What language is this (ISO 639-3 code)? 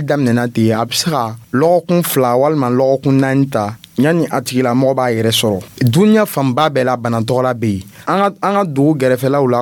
dyu